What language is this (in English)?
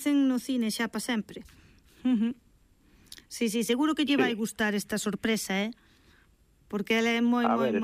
Galician